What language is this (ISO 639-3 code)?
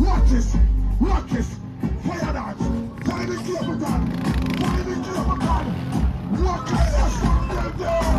jam